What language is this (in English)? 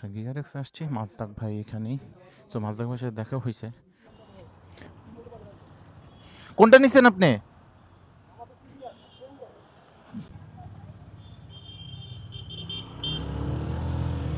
Bangla